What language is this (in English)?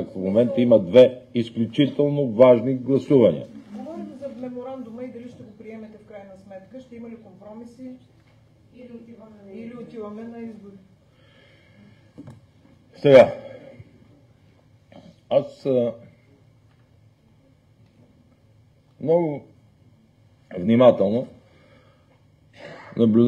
Bulgarian